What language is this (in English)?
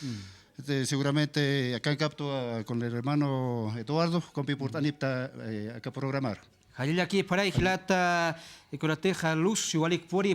Aymara